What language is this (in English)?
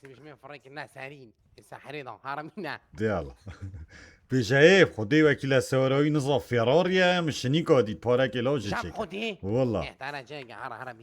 Kurdish